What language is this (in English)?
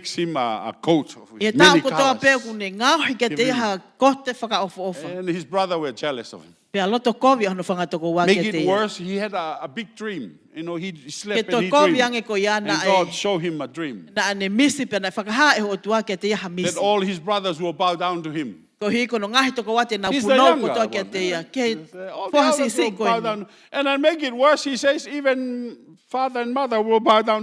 Tongan